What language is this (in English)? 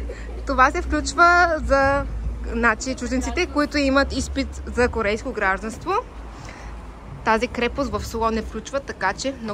Bulgarian